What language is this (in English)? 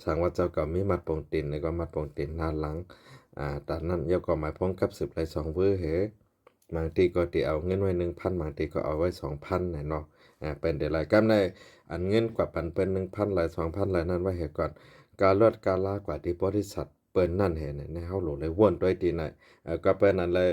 Shan